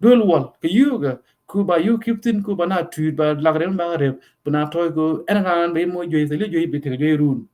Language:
Nuer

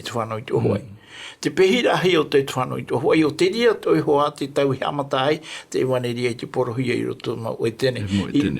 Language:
Tahitian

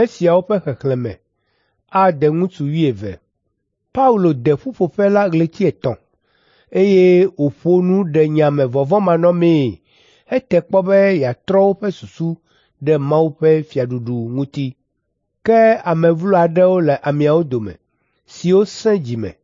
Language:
Ewe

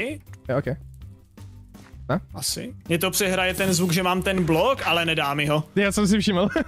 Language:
Czech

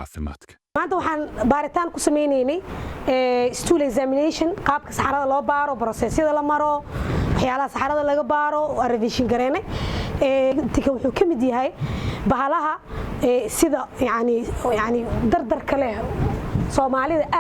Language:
Somali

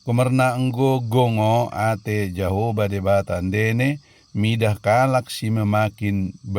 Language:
Batak Dairi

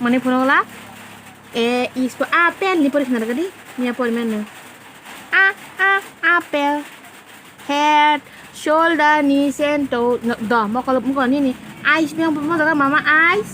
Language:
Kok Borok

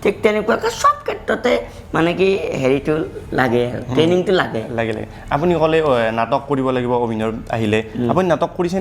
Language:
Assamese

